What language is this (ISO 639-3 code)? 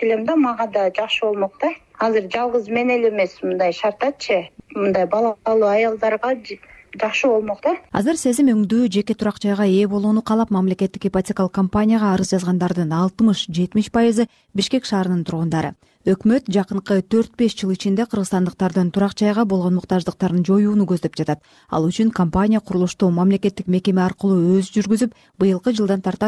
kir